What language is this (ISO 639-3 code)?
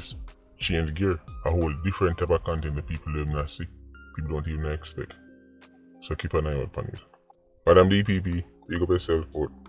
jam